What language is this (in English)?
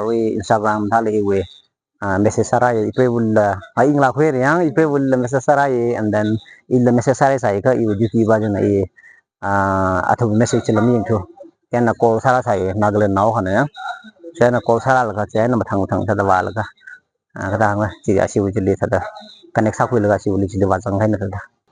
Tangkhul Naga (India)